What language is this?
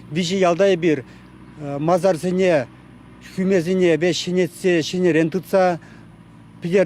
Chuvash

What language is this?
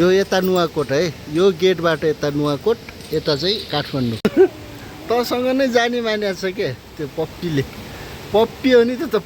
Nepali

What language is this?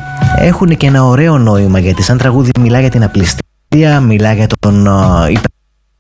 Greek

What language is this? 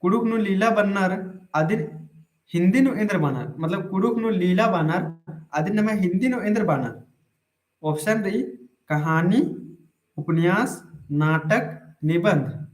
Kurukh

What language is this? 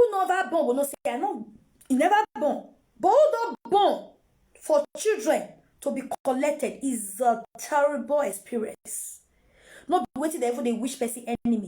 Nigerian Pidgin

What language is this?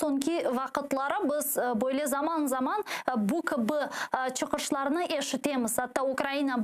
Crimean Tatar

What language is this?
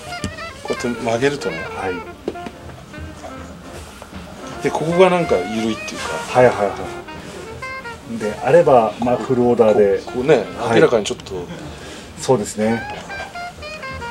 Japanese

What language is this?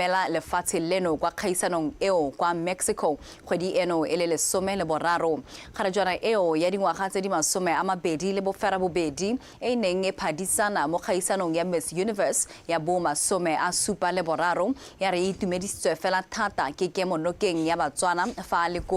Tswana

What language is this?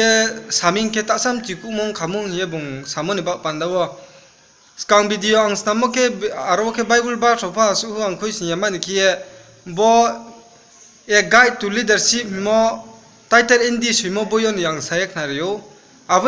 Riang (India)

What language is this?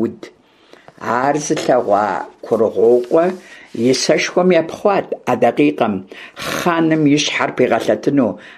Kabardian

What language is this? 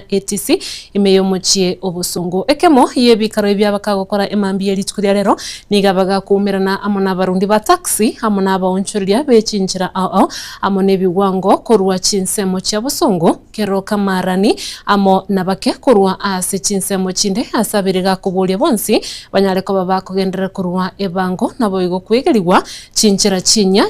Gusii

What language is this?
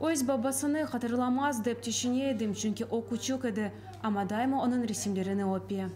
Crimean Tatar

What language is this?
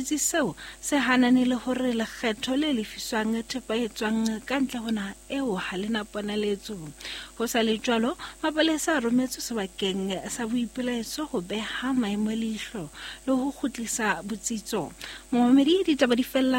Southern Sotho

